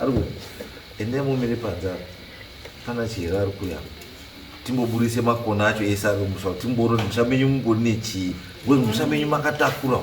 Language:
Shona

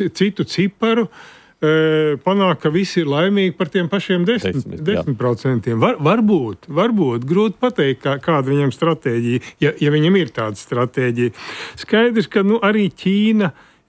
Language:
Latvian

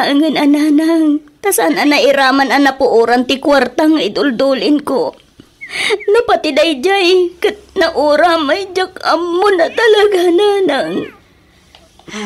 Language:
Iloko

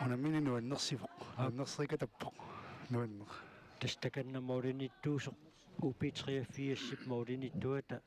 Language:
Kalaallisut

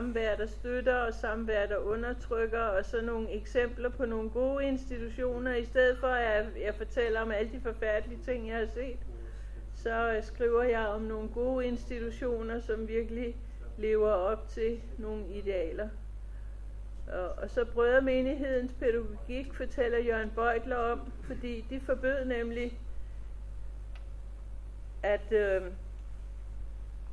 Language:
Danish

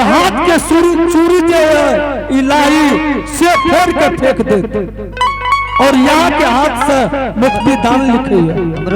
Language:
Angika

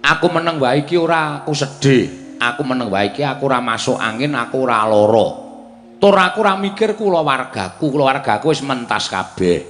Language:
Javanese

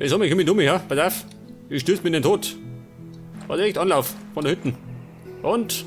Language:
Bavarian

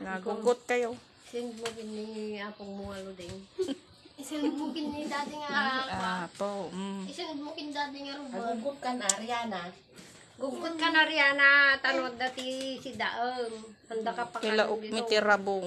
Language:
Iloko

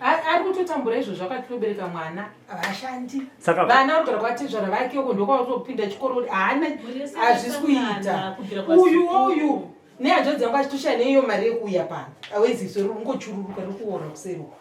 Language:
Shona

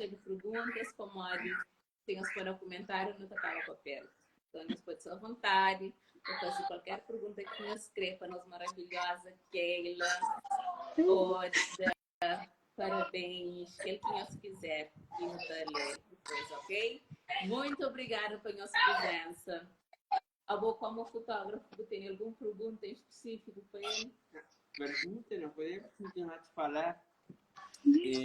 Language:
Kabuverdianu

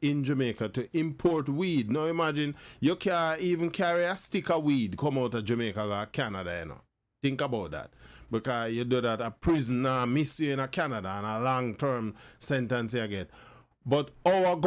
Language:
Jamaican Creole English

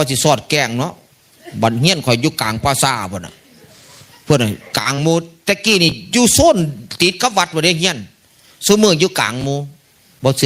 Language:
Northeastern Thai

